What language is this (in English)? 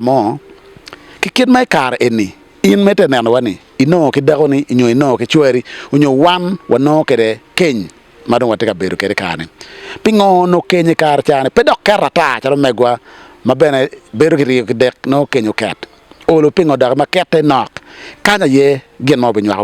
Acoli